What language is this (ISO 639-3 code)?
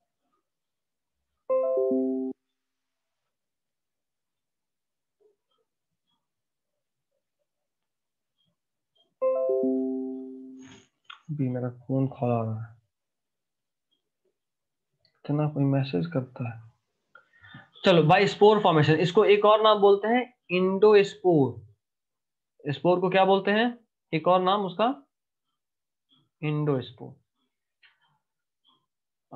hin